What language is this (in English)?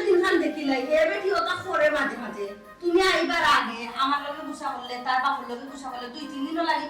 Sylheti